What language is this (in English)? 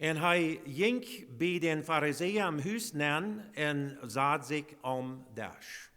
Plautdietsch